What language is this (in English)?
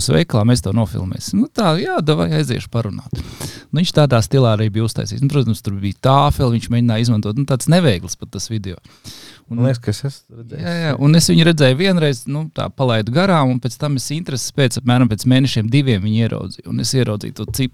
Latvian